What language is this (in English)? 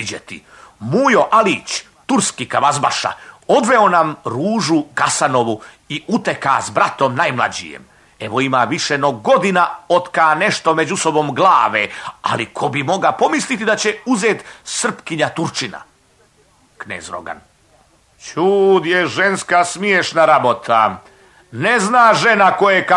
Serbian